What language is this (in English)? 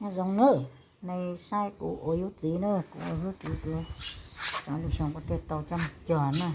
Hmong